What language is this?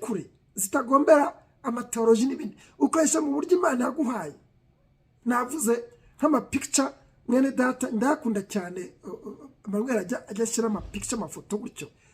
Kinyarwanda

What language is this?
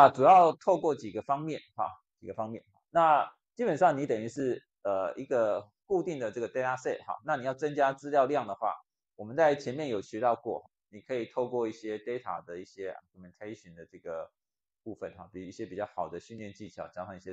Chinese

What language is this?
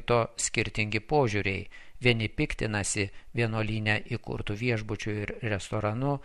Lithuanian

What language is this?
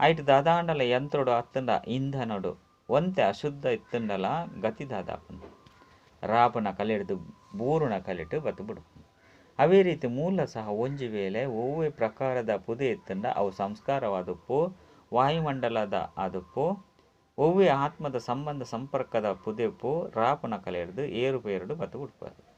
Tulu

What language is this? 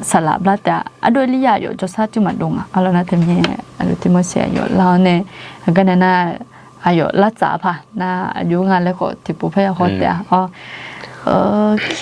Akha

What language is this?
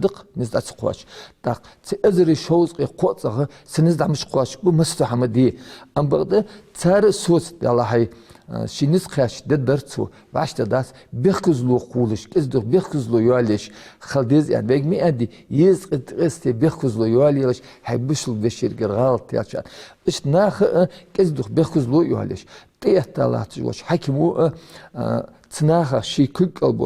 Ingush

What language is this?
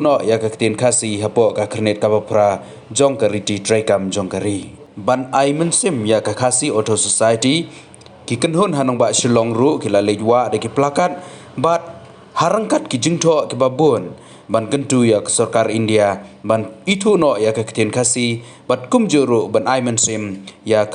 Khasi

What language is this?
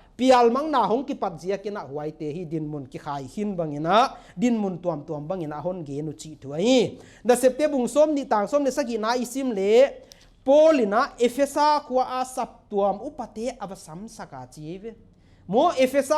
Paite Chin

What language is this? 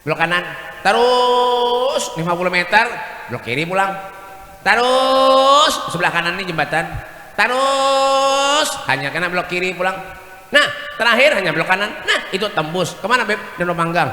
Banjar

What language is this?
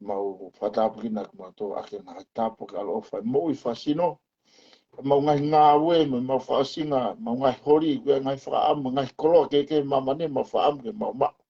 Tongan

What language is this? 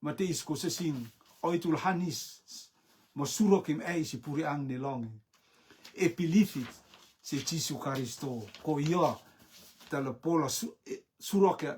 Rotuman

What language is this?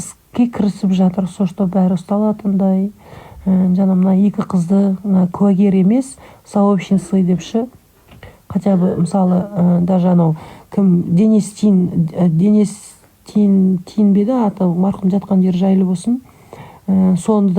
Kazakh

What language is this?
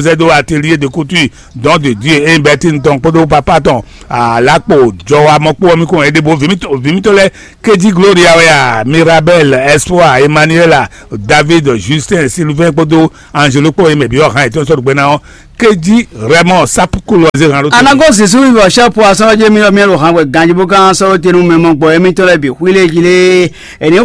Fon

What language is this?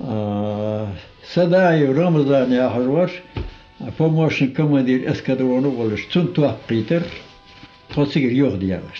Ingush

